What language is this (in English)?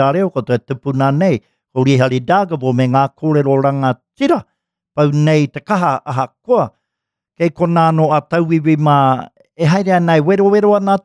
Māori